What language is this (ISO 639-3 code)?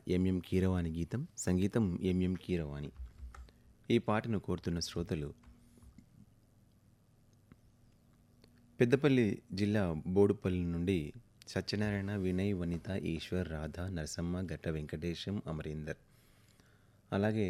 tel